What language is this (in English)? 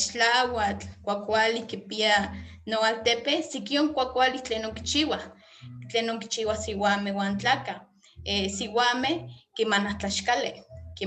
Eastern Huasteca Nahuatl